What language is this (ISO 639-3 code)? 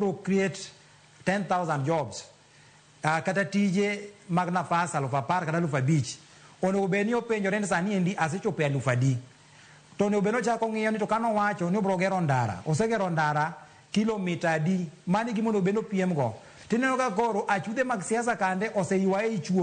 luo